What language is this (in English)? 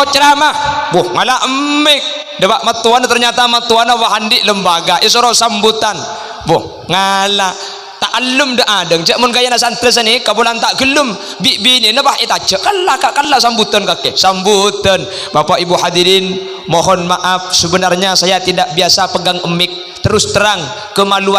Madurese